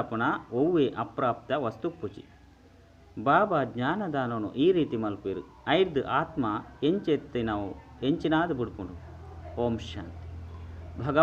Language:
Tulu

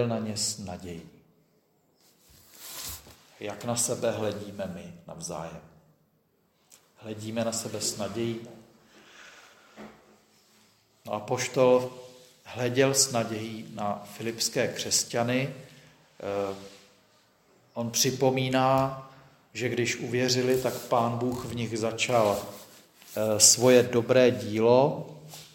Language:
Czech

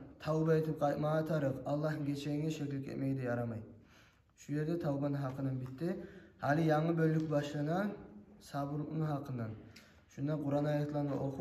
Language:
Kumyk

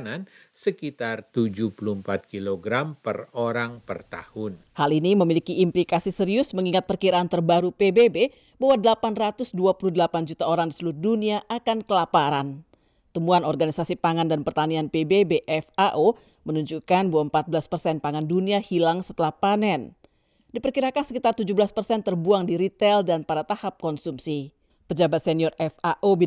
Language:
Indonesian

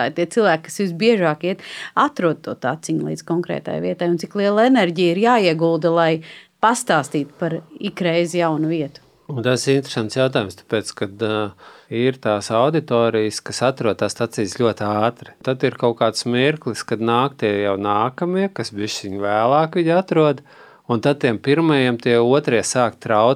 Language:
Latvian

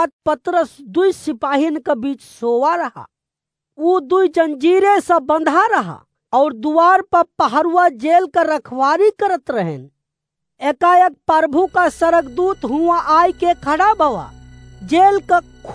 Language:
Awadhi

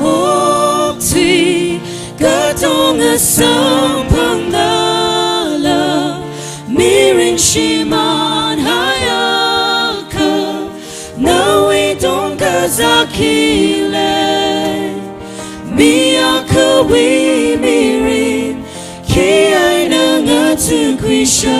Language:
Tangkhul Naga (India)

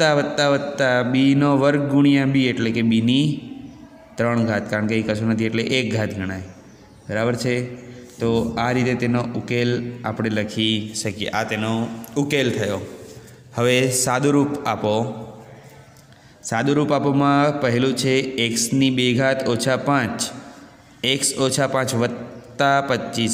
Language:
Gujarati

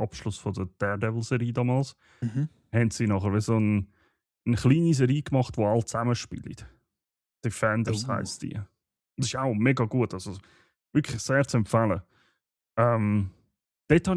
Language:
Swiss German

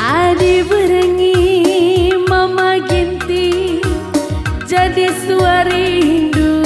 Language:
Batak Karo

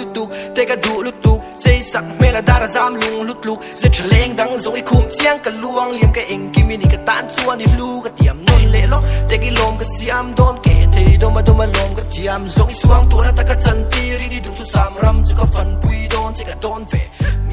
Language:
Mizo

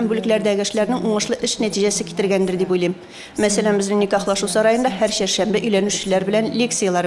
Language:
Tatar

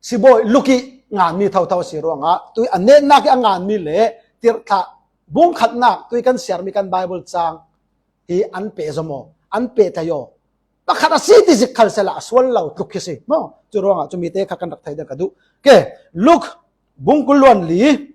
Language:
Falam Chin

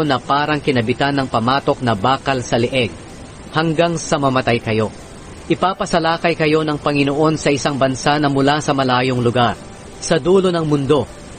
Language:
Filipino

